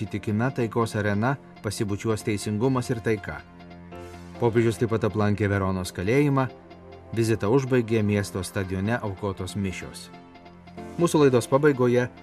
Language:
Lithuanian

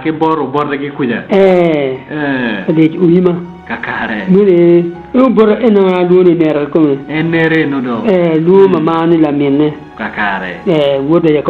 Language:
Acoli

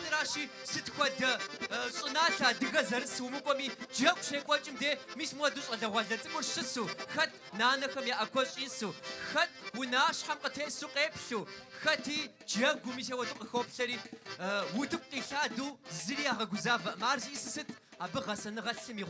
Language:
Kabardian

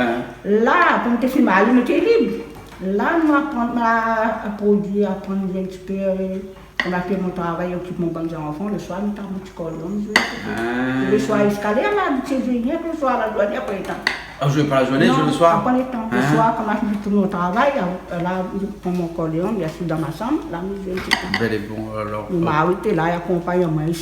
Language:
Réunion Creole French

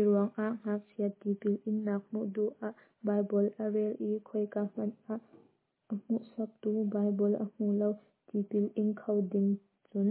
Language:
Hakha Chin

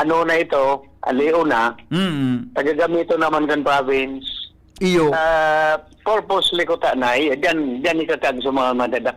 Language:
Bikol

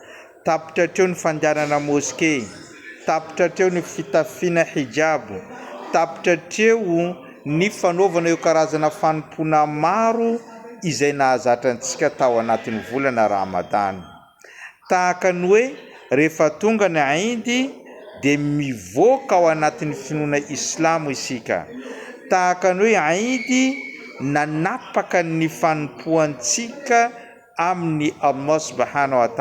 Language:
Malagasy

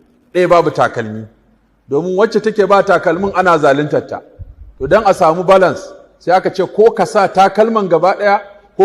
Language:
Hausa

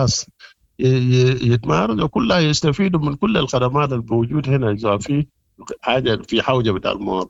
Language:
Sudanese Arabic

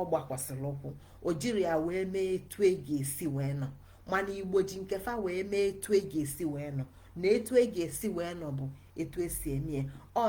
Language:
Igbo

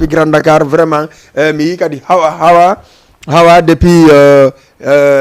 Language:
Fula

